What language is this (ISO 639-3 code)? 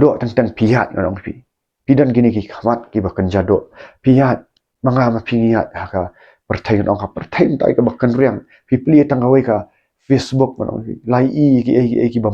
kha